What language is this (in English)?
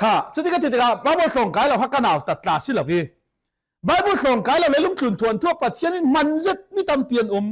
Falam Chin